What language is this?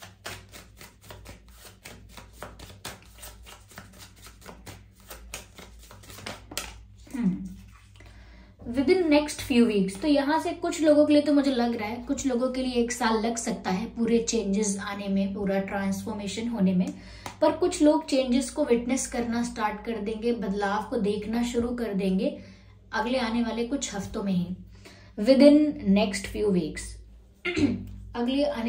Hindi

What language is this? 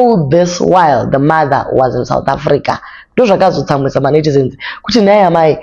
Shona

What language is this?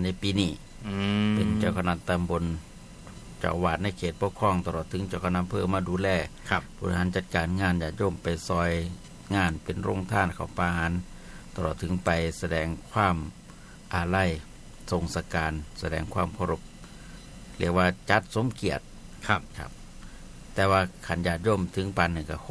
Northeastern Thai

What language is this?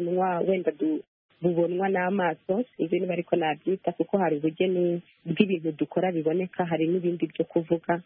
Kinyarwanda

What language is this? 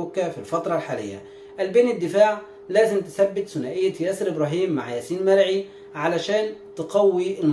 Egyptian Arabic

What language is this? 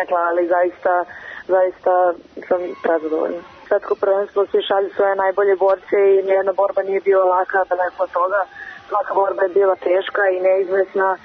Serbian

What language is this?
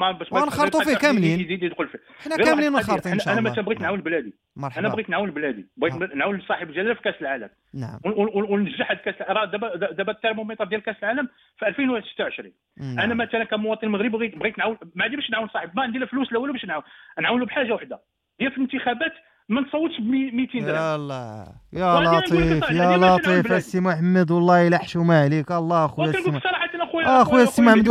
Moroccan Arabic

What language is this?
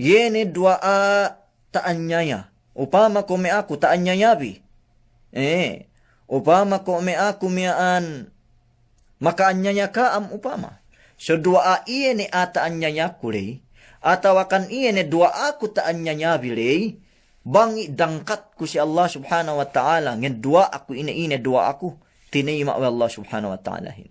Yakan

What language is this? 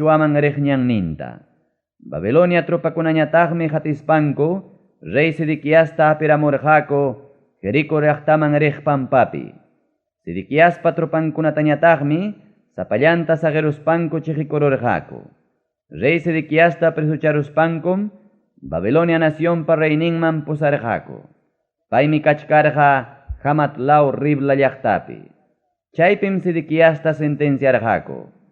Ayacucho Quechua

